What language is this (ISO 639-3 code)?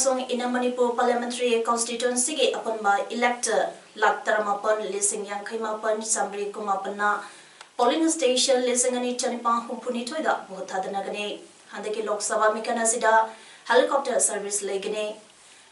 mni